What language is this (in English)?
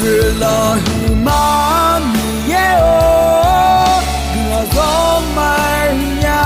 Akha